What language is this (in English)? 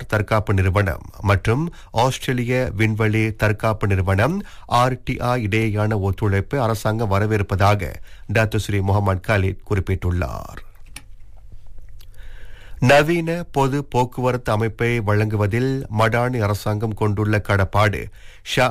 Tamil